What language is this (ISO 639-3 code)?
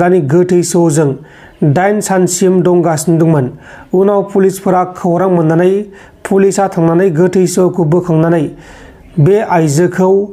brx